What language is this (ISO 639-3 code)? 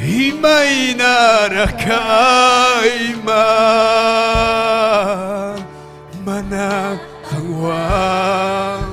quy